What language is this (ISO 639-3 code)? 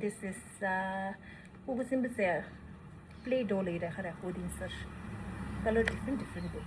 bod